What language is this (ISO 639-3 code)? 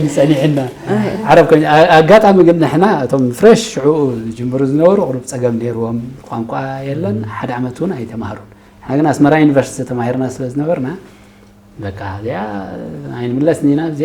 tir